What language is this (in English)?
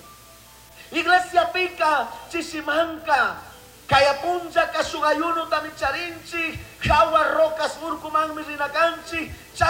Chimborazo Highland Quichua